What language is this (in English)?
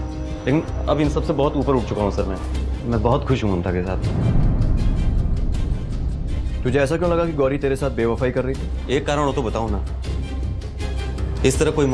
Hindi